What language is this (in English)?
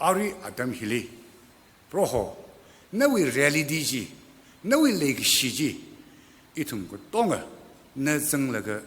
Tangkhul Naga (India)